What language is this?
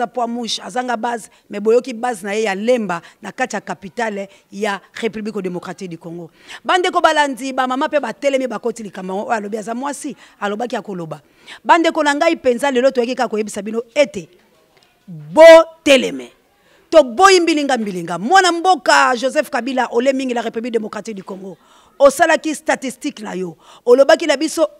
Lingala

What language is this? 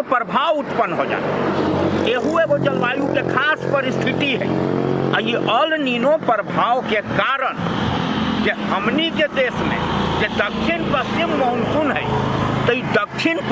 Magahi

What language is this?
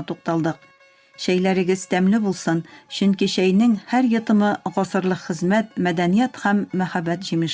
Tatar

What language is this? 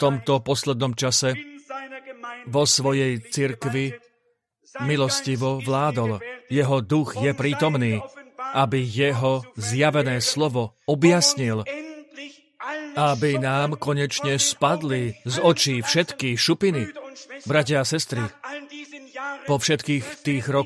Slovak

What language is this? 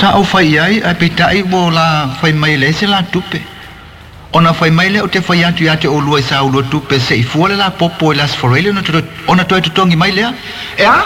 Samoan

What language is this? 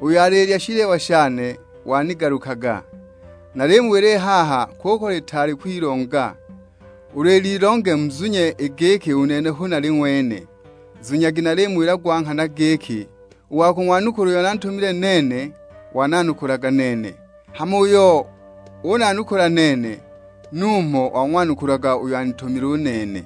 Sukuma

